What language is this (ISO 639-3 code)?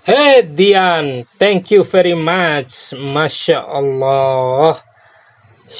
bhp